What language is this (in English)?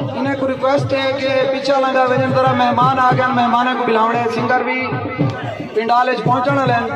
Saraiki